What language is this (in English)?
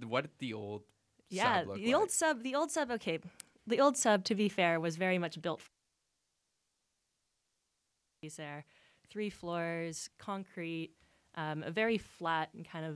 English